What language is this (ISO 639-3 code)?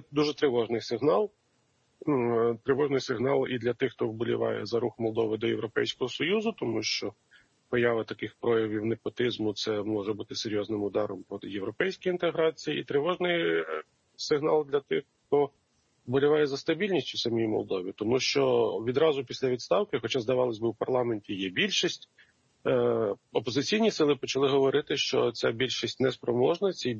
ukr